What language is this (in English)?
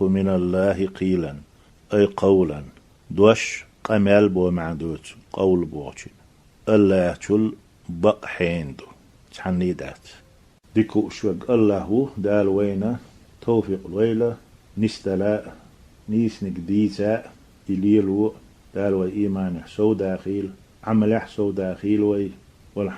Chechen